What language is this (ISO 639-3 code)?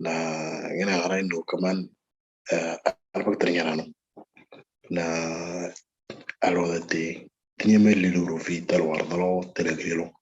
mor